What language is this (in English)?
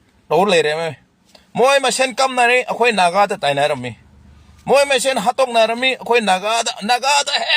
Manipuri